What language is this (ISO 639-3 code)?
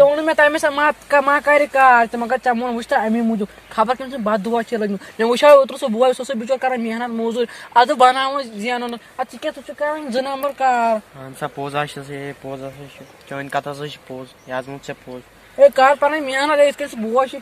kas